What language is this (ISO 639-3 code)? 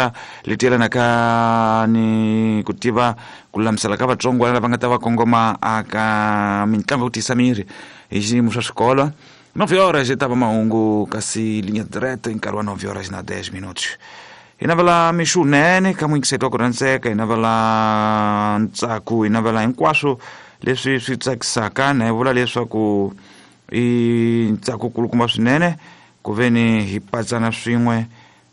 tso